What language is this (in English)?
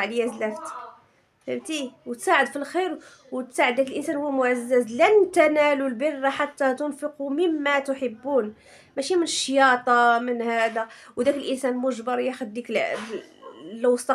Moroccan Arabic